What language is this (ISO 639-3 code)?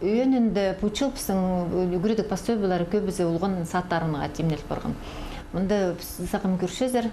kjh